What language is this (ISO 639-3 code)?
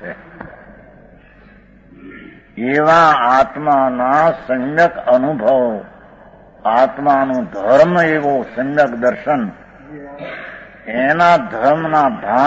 guj